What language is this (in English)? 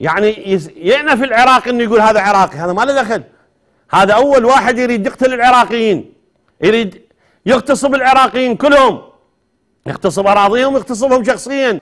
Mesopotamian Arabic